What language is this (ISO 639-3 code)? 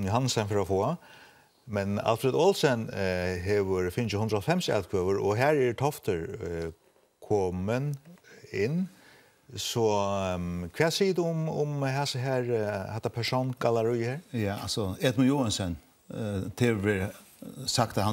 fao